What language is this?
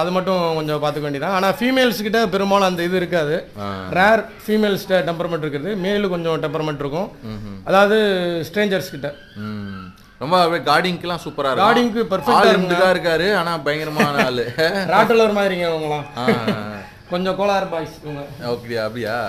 Tamil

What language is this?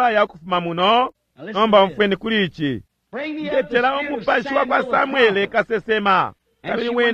Bemba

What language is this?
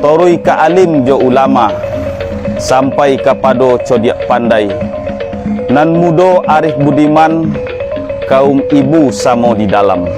Minangkabau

